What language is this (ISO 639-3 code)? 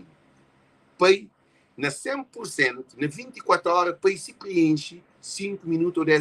kea